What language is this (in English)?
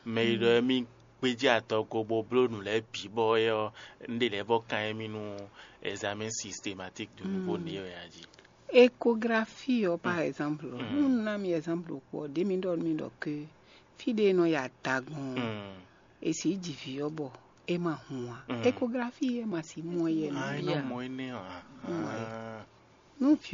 Fon